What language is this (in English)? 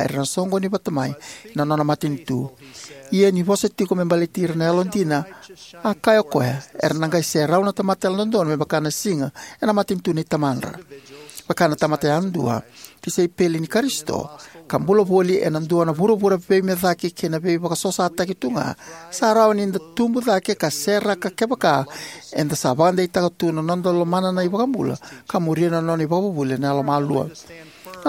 Fijian